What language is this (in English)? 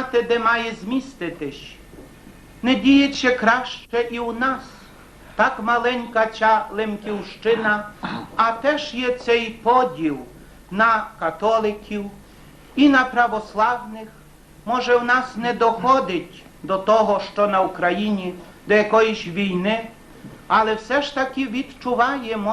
Rusyn